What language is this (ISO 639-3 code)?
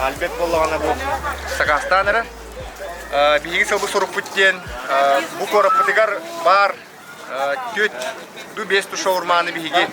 sah